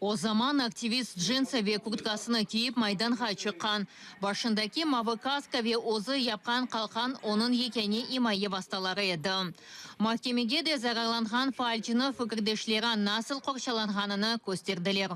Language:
Crimean Tatar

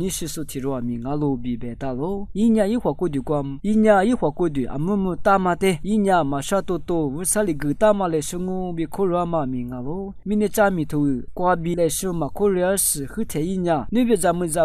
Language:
Lisu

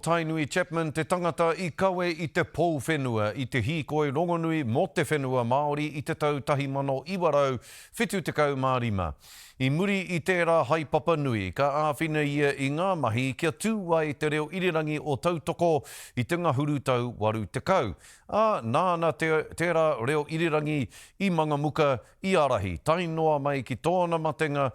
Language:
Māori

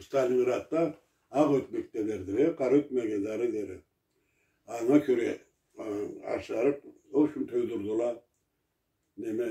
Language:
Karachay-Balkar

